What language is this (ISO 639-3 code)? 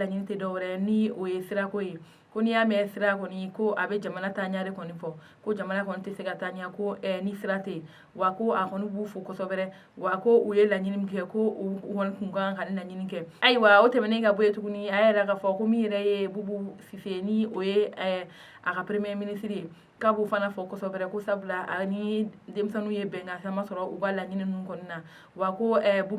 bam